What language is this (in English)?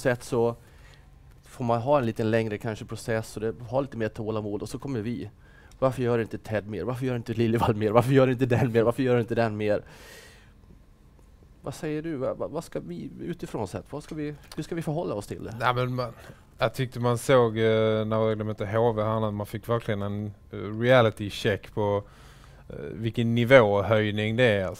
Swedish